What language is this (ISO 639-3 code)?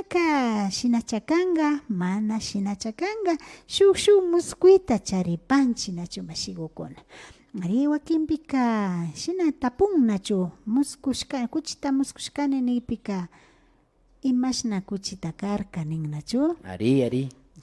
qvi